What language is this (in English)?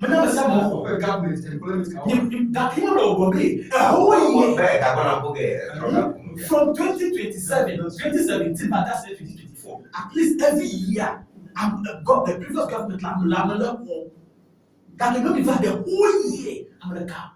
Ewe